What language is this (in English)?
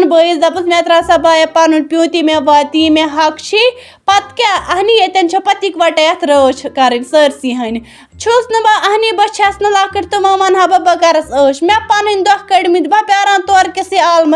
Kashmiri